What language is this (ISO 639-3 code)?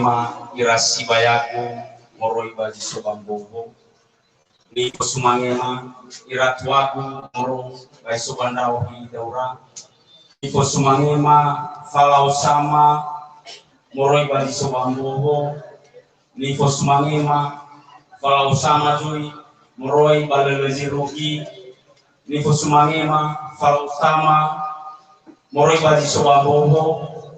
nia